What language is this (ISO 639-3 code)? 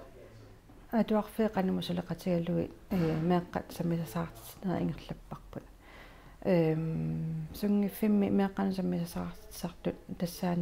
kal